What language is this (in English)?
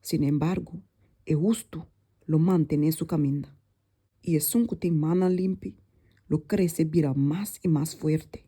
Papiamento